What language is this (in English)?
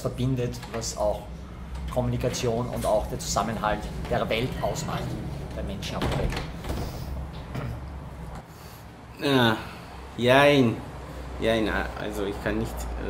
German